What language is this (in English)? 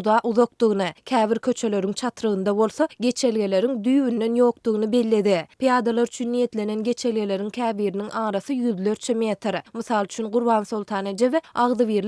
Turkmen